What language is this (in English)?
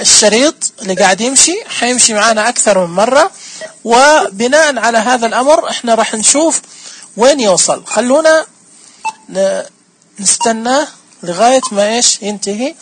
Najdi Arabic